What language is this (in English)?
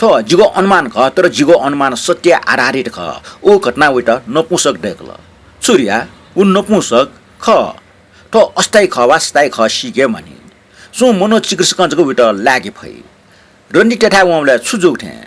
Newari